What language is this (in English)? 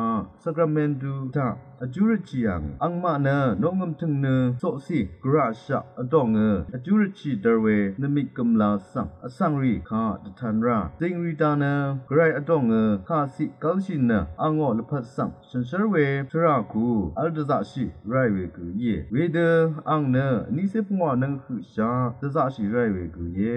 Rawang